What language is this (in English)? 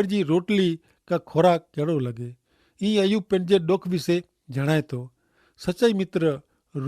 Kachhi